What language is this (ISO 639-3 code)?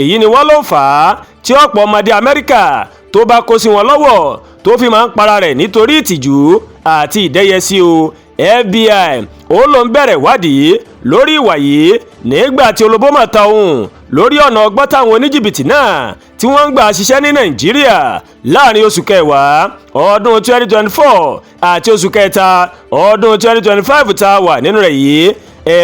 yor